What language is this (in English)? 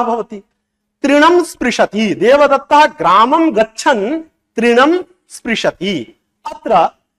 Sanskrit